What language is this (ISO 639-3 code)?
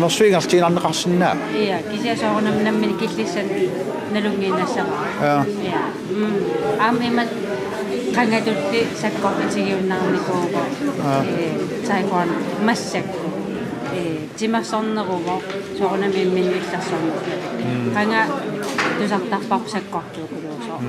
kal